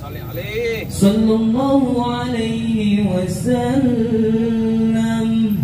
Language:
Betawi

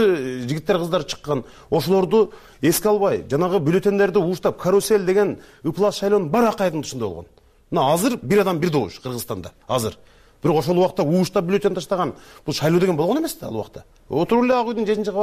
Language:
Kyrgyz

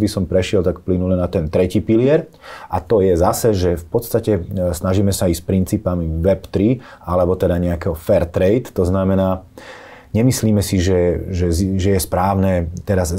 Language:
Slovak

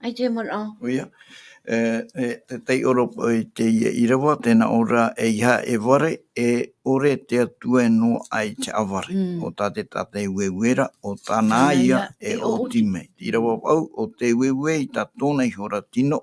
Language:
Tahitian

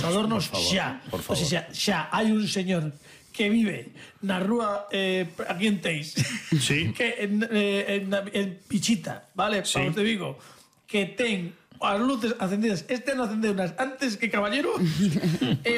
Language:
Galician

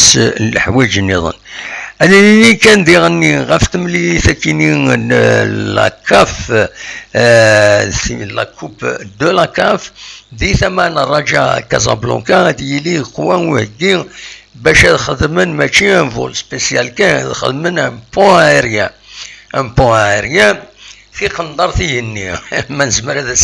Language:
Kabyle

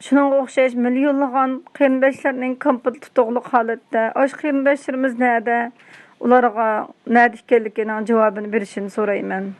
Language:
Uyghur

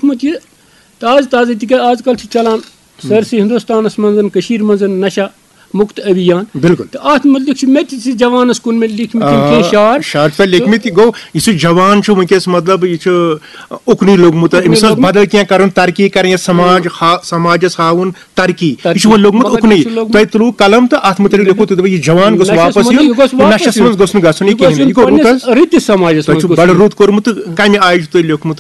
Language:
Kashmiri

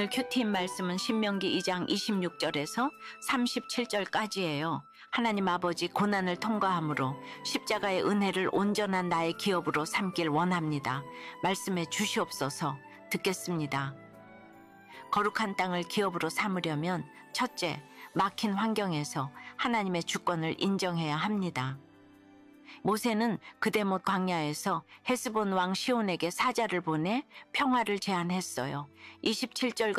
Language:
Korean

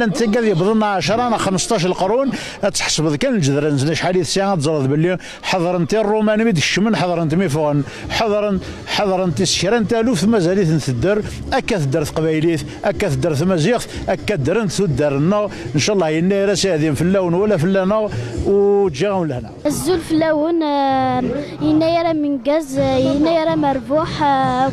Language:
Kabyle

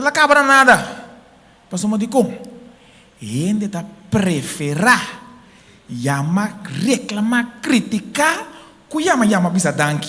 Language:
Papiamento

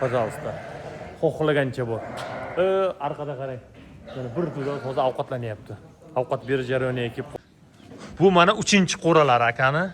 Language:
Uzbek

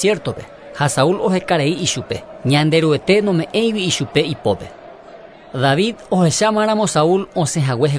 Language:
Guarani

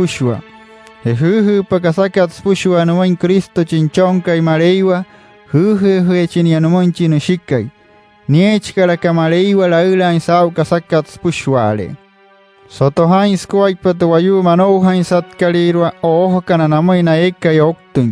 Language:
Wayuu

